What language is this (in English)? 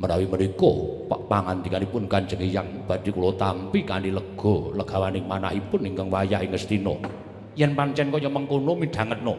Javanese